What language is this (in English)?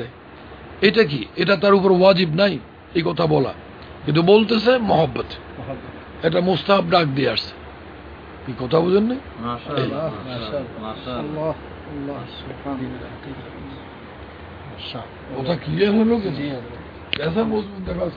Bangla